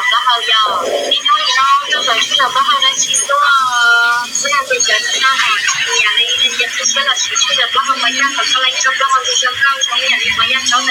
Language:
Hmong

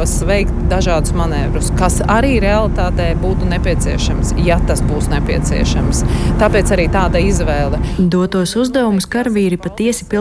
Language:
Latvian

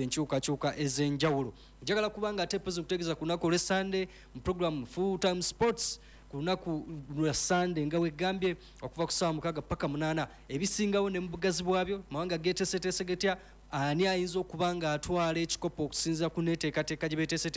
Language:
Ganda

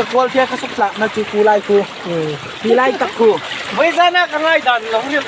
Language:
Hmar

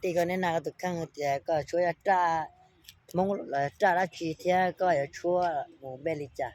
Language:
Hmong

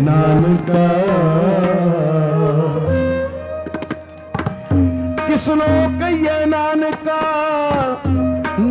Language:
Punjabi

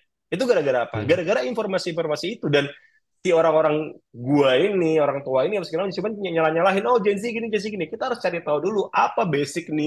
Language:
Indonesian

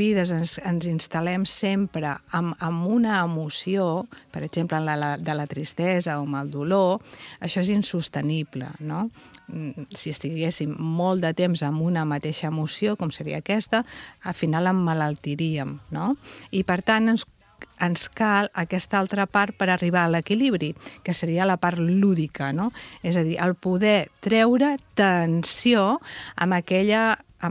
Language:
Catalan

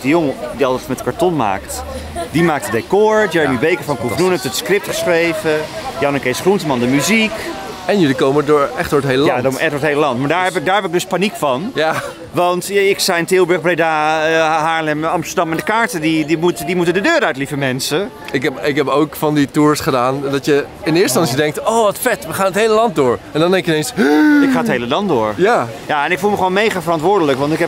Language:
Dutch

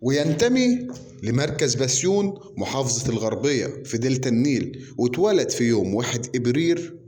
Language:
Egyptian Arabic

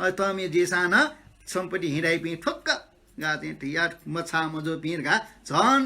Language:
Newari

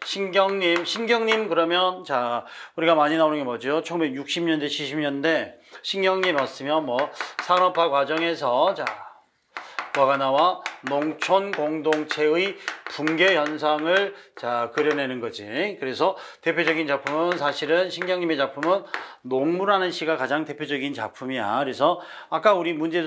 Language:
Korean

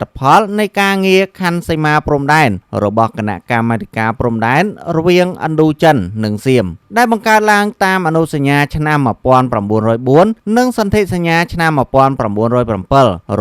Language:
Khmer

